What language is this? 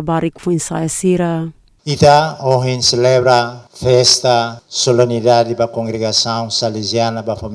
Tetum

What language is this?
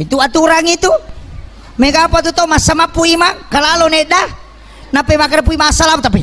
Buginese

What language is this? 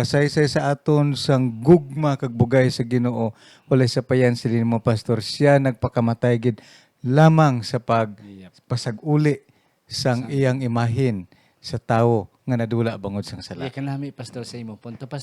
Hiligaynon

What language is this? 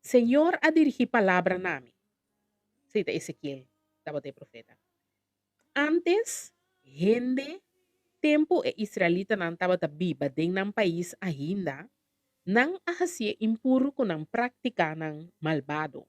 Papiamento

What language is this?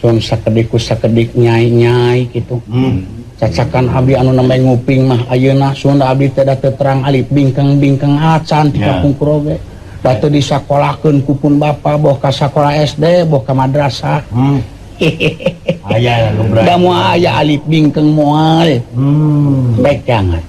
Sundanese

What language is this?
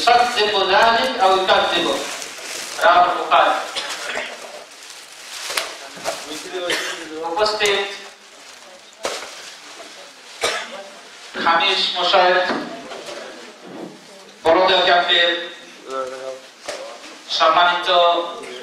Bangla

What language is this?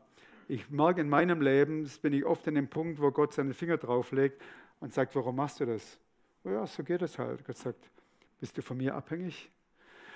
Swiss German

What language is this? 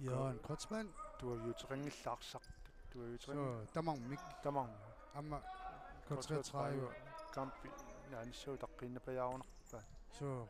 Kalaallisut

